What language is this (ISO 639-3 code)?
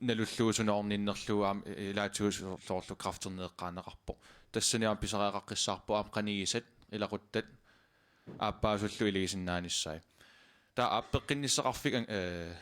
kal